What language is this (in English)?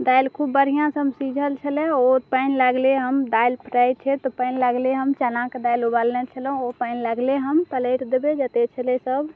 Maithili